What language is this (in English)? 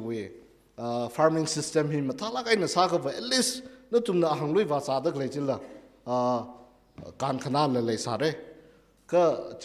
Tangkhul Naga (India)